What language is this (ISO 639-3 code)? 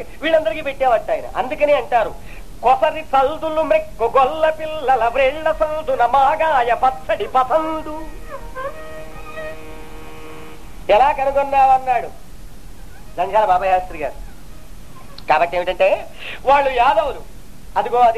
tel